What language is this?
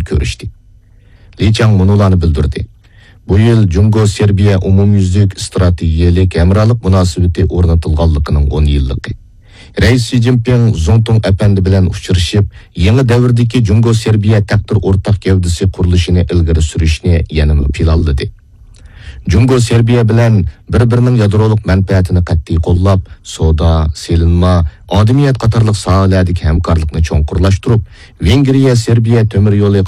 Uyghur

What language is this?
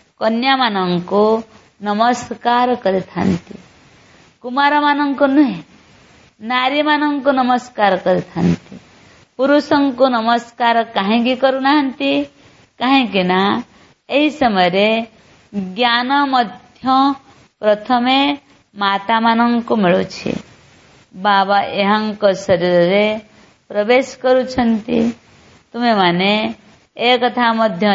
Odia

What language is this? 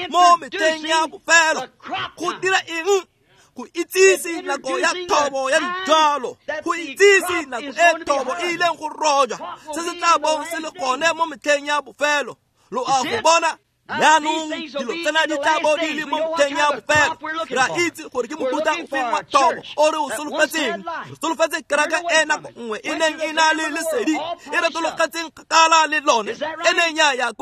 Tswana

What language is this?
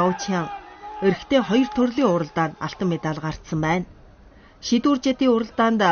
Mongolian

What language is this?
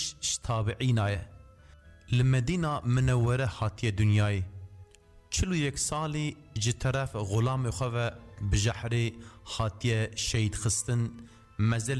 Kurdish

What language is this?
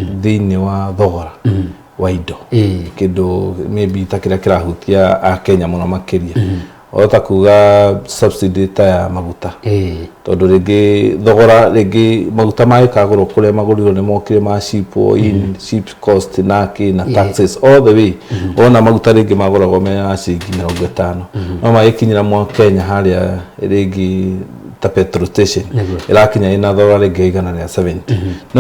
Kikuyu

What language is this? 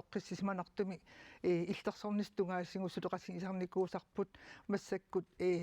Kalaallisut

